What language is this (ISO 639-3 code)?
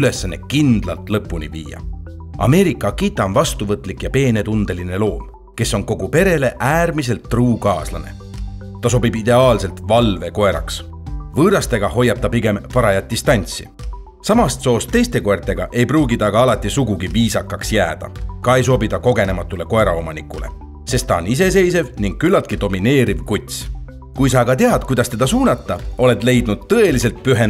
est